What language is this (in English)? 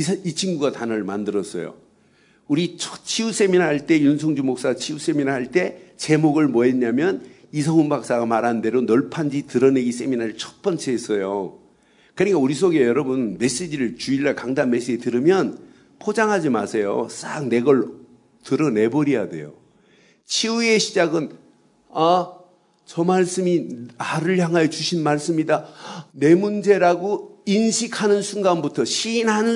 Korean